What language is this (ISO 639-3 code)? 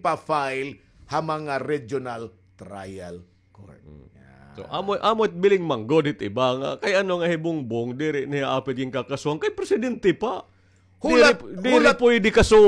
war